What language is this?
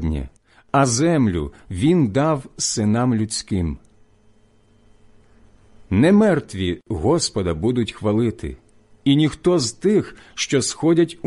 Ukrainian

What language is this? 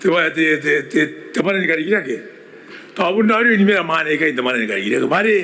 Gilbertese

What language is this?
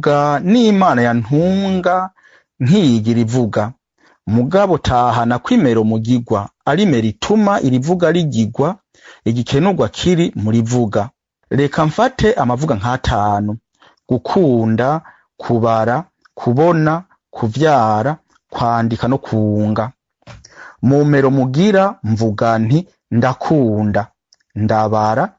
Rundi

